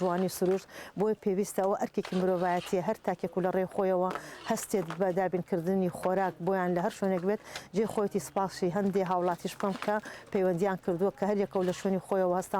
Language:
Central Kurdish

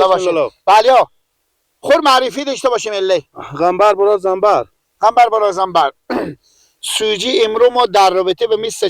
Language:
Persian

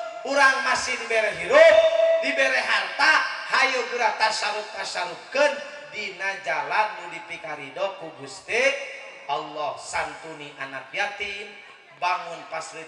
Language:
Sundanese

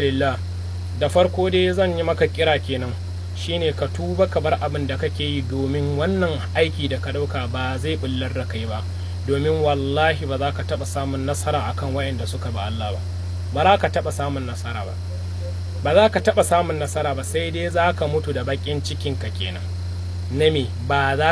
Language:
Hausa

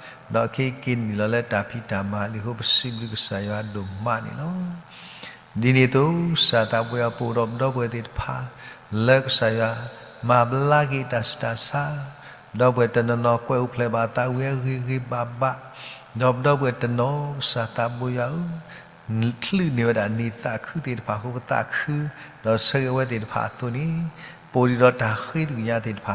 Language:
S'gaw Karen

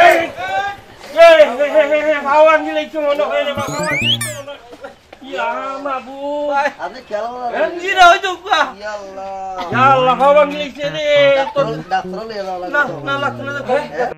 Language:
Sylheti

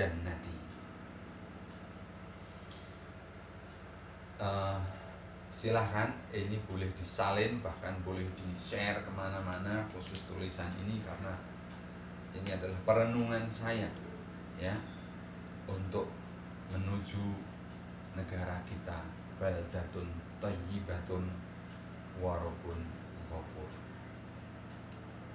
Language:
Indonesian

